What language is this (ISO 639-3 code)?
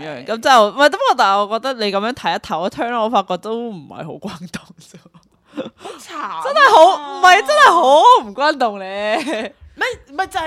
yue